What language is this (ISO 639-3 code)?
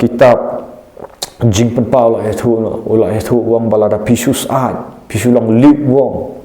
kha